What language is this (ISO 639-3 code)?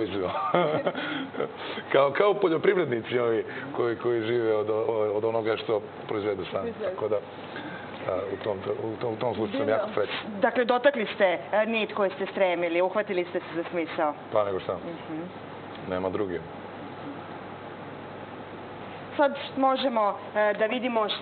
srp